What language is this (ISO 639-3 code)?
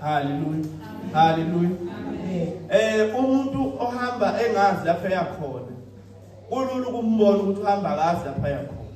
zul